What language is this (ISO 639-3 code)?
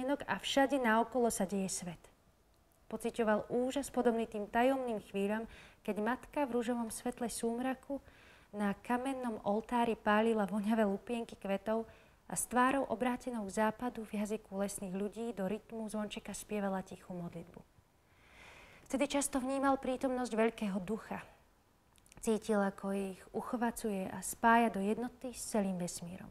slk